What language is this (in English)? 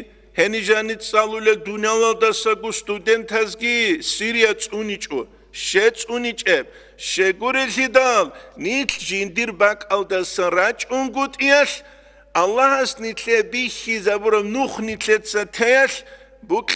Avaric